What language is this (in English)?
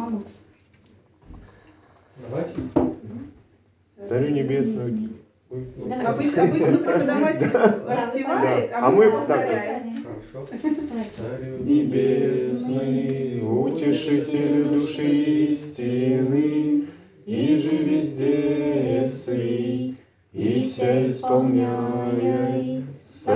Russian